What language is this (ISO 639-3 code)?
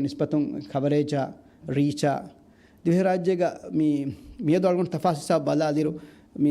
div